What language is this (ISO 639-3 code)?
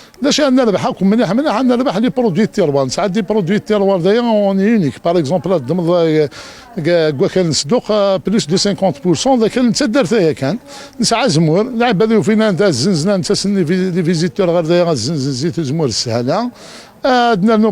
kab